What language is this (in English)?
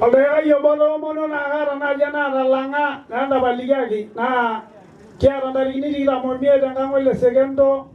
Masai